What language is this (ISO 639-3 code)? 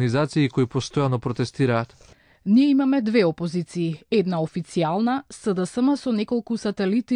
mkd